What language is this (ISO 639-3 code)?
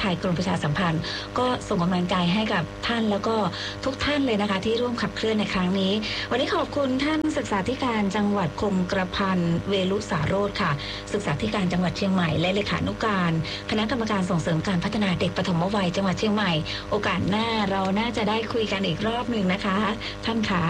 tha